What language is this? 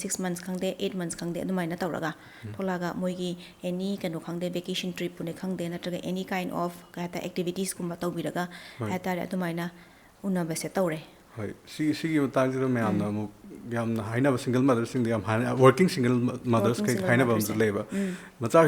Manipuri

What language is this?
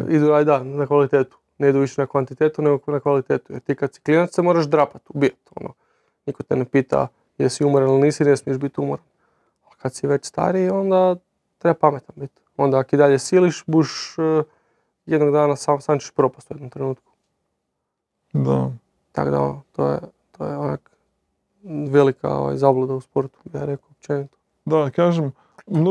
Croatian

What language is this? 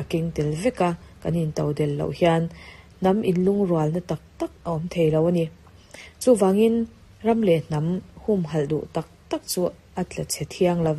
Mizo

